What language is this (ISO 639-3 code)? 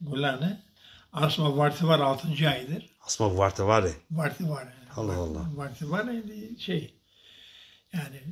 zza